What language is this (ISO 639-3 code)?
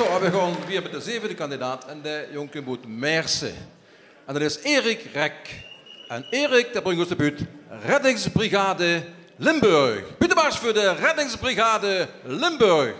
lim